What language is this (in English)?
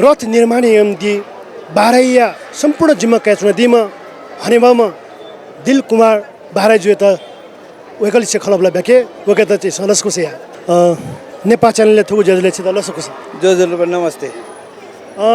Newari